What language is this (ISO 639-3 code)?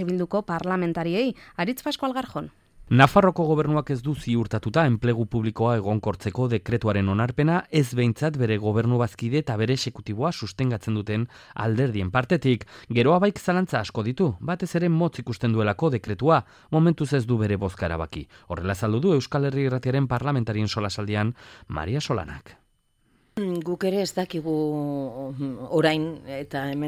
eus